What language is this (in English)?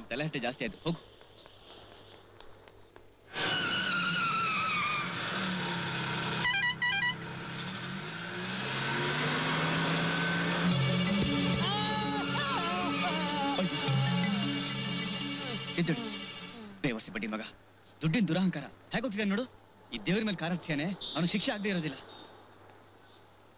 Kannada